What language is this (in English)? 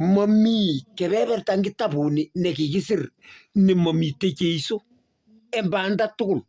Kalenjin